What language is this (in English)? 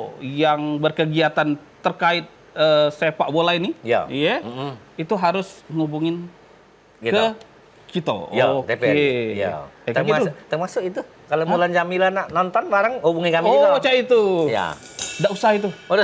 Musi